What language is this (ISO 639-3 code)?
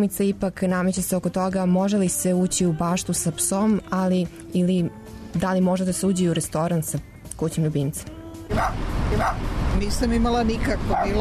srp